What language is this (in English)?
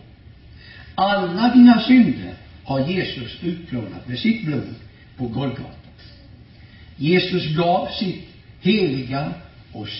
Swedish